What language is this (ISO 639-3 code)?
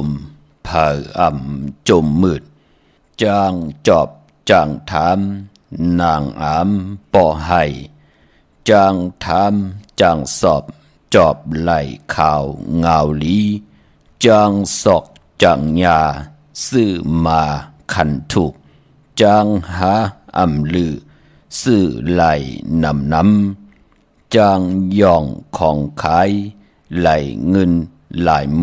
shn